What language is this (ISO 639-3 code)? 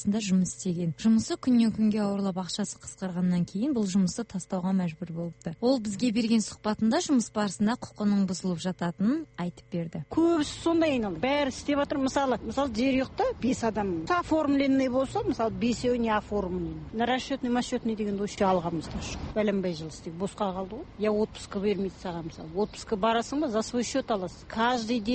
kaz